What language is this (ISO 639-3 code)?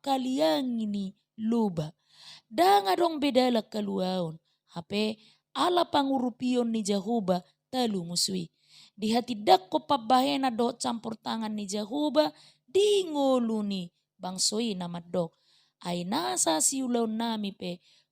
bbc